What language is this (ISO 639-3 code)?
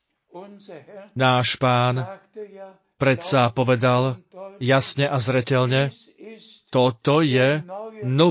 slk